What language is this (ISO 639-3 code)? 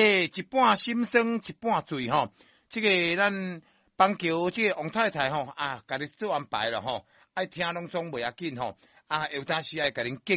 nan